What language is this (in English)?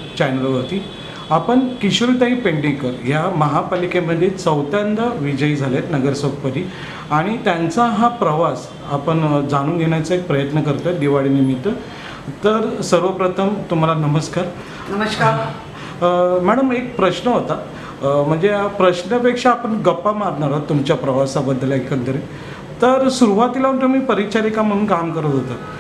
Marathi